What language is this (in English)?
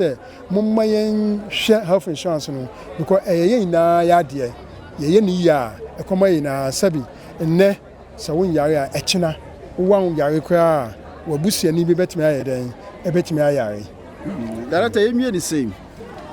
Akan